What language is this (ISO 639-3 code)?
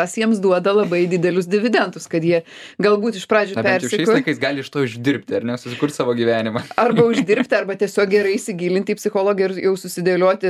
lit